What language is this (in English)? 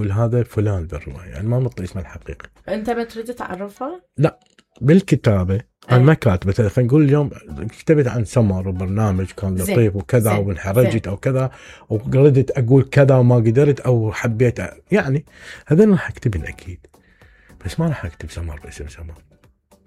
Mesopotamian Arabic